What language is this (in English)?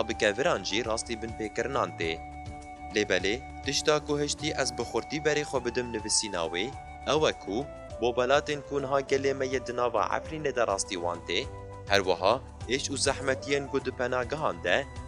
Kurdish